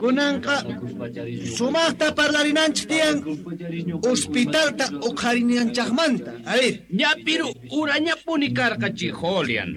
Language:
South Bolivian Quechua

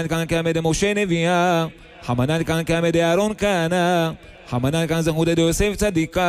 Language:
Hebrew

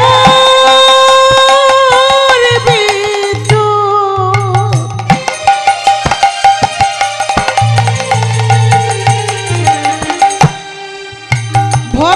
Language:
Bangla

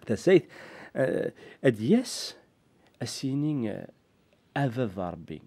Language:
Kabyle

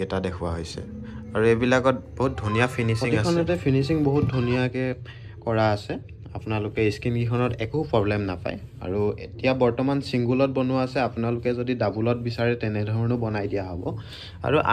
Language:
Assamese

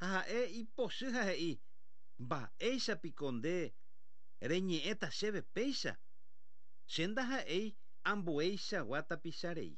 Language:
Guarani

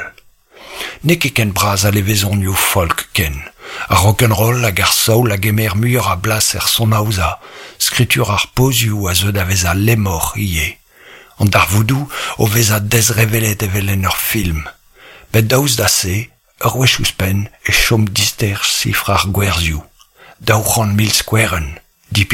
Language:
Breton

